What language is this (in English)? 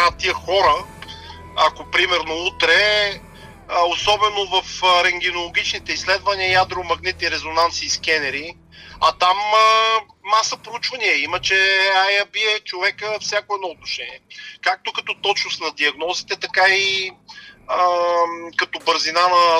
Bulgarian